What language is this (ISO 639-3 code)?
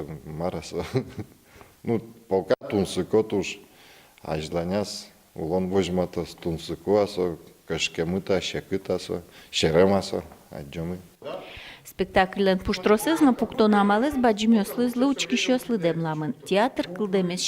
udm